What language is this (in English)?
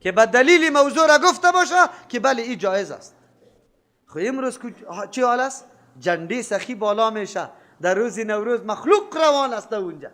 Persian